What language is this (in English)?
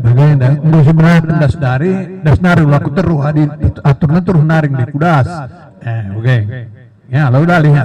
Batak Karo